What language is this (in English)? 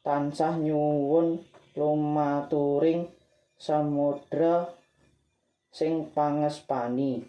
Javanese